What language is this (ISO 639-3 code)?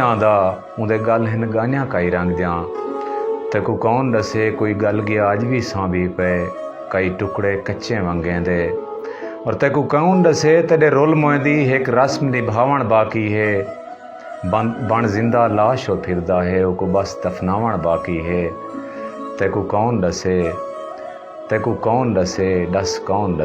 skr